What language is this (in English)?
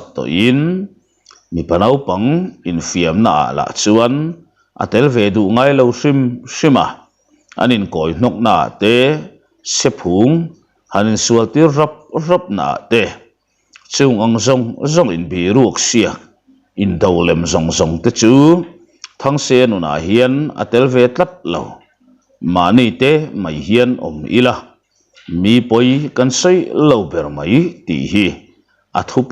Mizo